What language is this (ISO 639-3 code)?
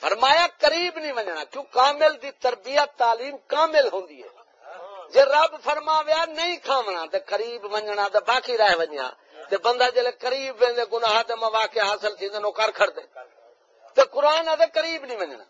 skr